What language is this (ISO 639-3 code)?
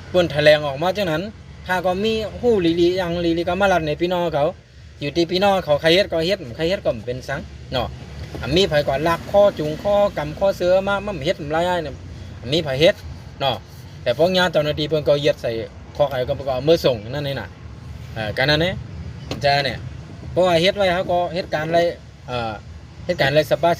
shn